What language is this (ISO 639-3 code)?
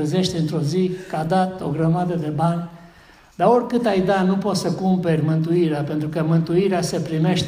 ron